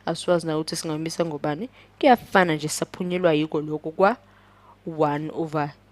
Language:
Zulu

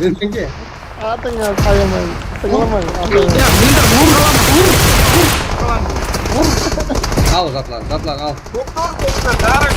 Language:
Kara-Kalpak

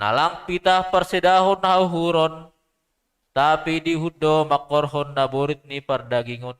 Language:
Batak Simalungun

